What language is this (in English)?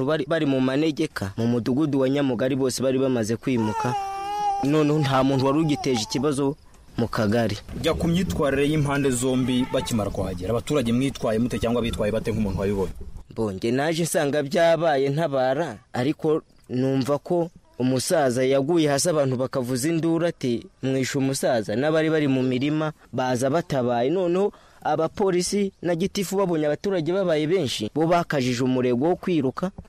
Kinyarwanda